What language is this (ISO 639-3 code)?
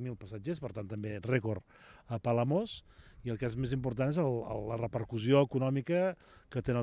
cat